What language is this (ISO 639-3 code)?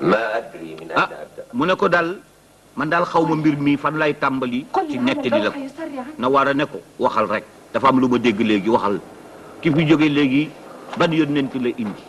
wol